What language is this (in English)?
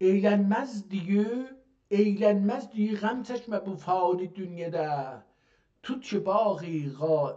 South Azerbaijani